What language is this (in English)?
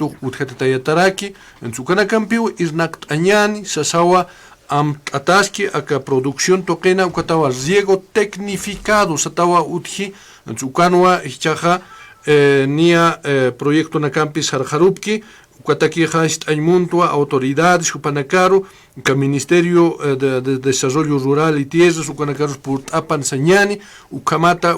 Aymara